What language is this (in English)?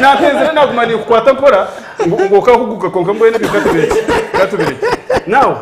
Nyankole